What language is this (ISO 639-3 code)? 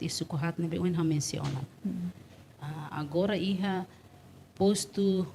tet